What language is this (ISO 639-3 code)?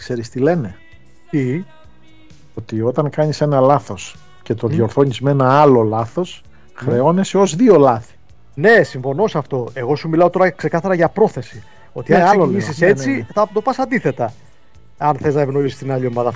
ell